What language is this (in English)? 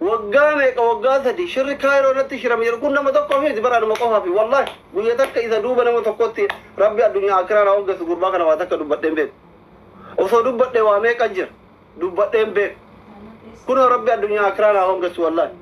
Oromo